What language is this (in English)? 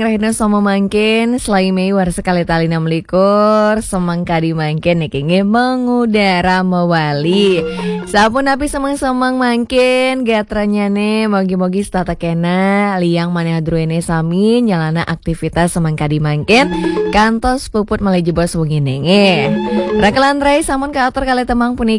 Balinese